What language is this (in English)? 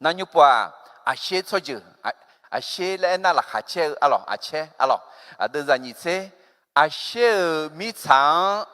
Akha